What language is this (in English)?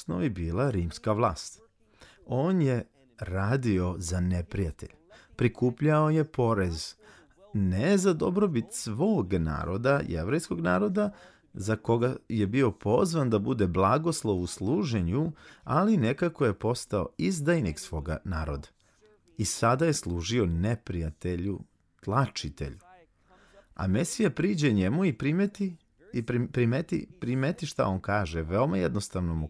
Serbian